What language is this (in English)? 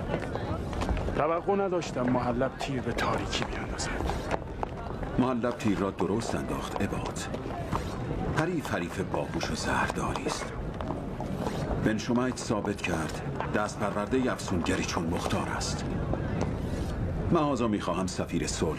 Persian